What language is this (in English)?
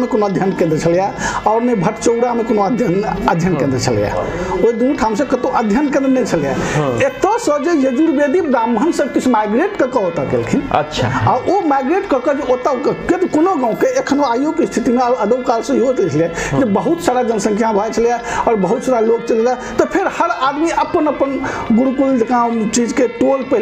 Maithili